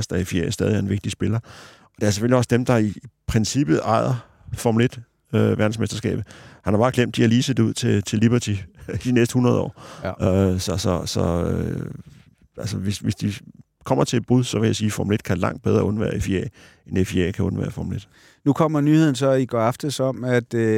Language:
Danish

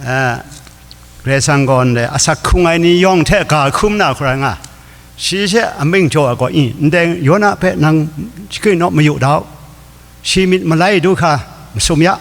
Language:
Kachin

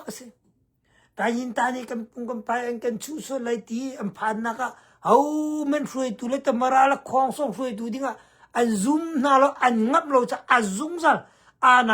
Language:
Hakha Chin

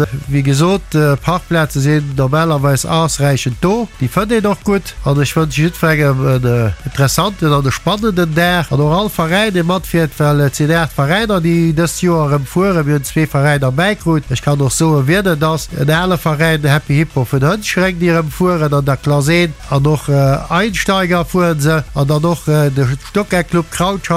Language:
Luxembourgish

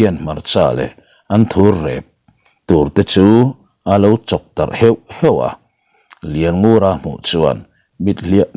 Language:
Mizo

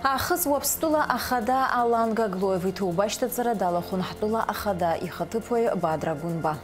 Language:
Abkhazian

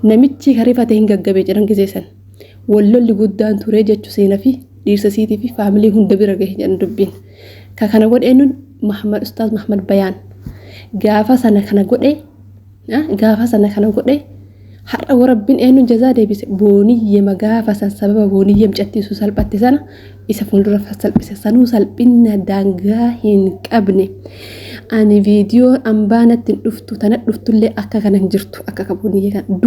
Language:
Oromo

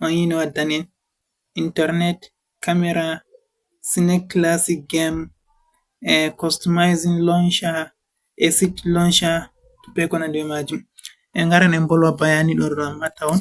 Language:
Fula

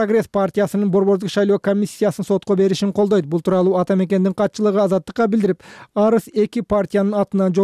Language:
Kyrgyz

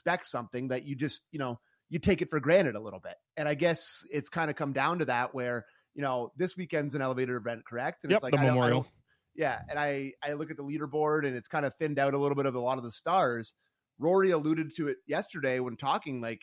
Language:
English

